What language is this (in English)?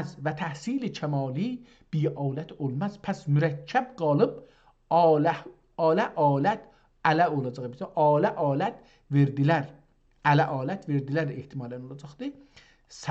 South Azerbaijani